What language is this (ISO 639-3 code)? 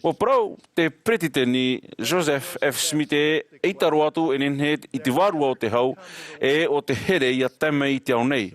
tah